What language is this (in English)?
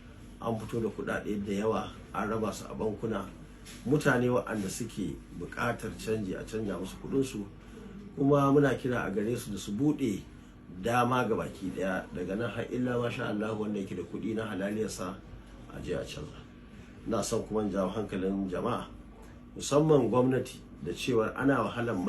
Hausa